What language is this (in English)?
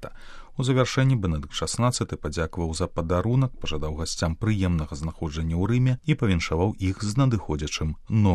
Belarusian